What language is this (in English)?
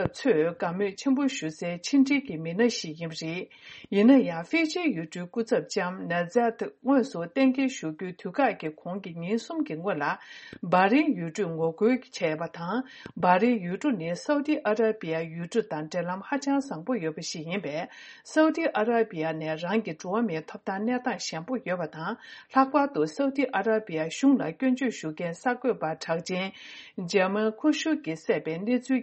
Tibetan